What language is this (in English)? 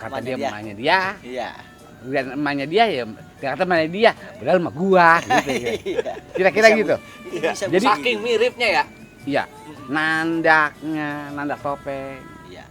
Betawi